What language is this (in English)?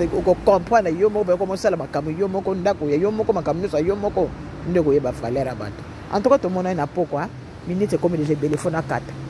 Lingala